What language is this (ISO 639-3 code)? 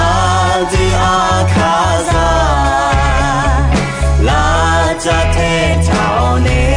ahk